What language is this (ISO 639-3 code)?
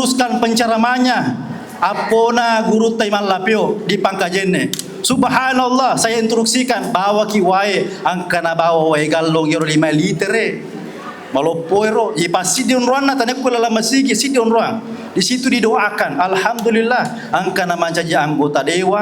bug